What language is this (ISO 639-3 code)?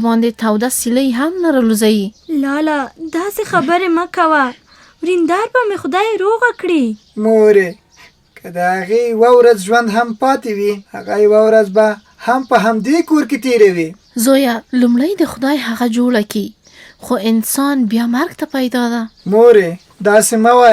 pus